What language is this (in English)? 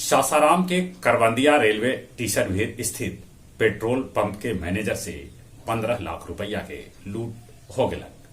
Magahi